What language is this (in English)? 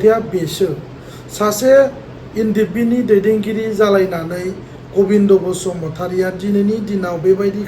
Bodo